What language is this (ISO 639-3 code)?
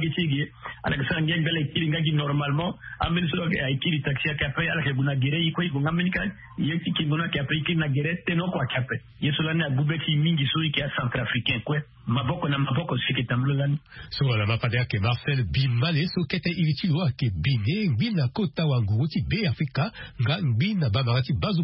sag